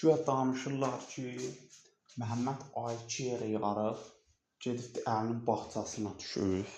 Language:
Azerbaijani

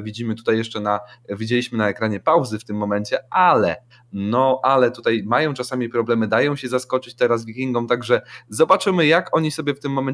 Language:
Polish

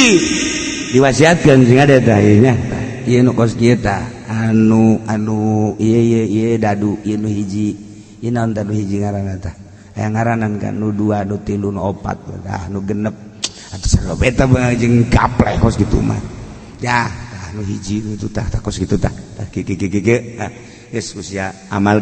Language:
Sundanese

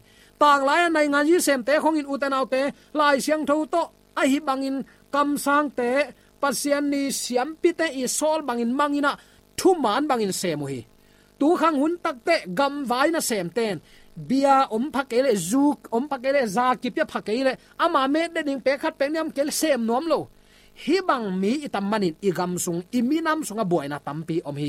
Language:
Tedim Chin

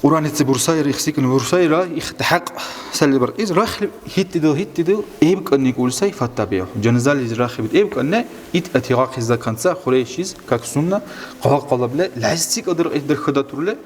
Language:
Dargwa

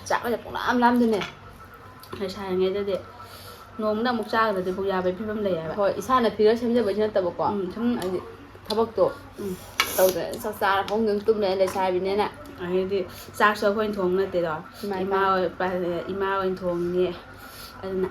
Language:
Manipuri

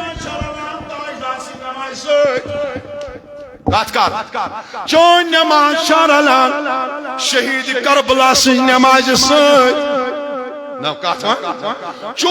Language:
Kashmiri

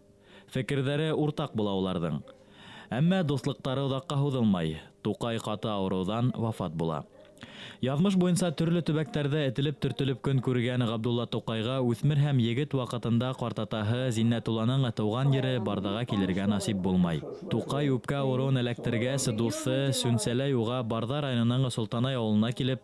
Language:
Bashkir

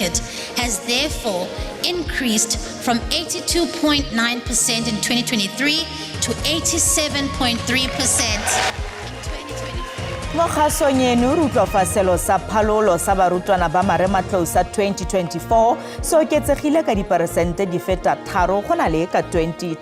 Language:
Tswana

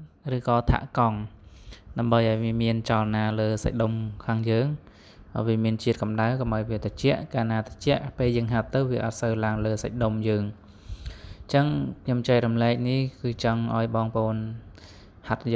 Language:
Khmer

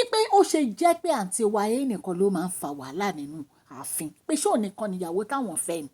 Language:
Yoruba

